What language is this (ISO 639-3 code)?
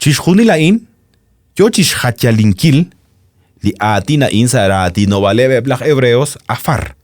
kek